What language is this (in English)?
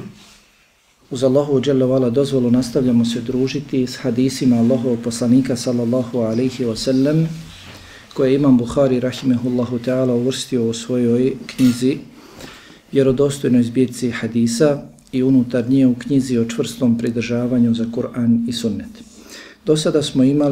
Bosnian